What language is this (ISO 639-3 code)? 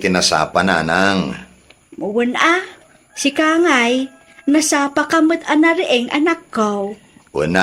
ilo